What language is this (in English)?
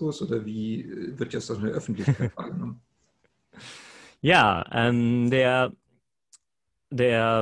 German